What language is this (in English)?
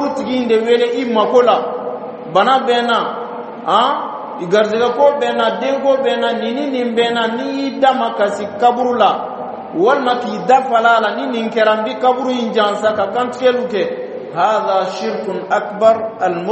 Dyula